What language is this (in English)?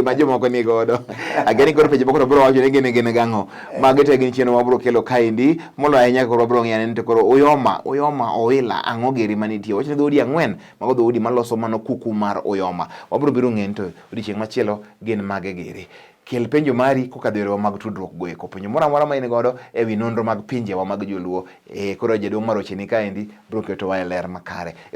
Luo (Kenya and Tanzania)